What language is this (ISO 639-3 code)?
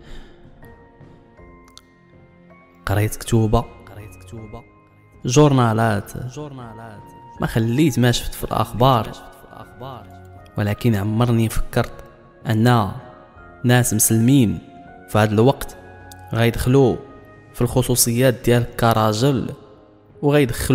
ary